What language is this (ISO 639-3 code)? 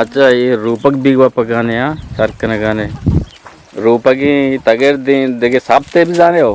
bgp